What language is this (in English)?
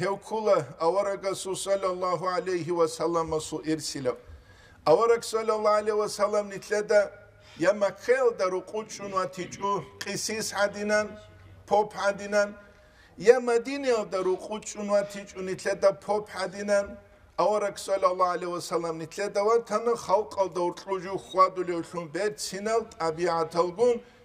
Avaric